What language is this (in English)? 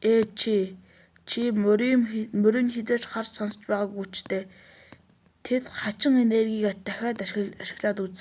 Mongolian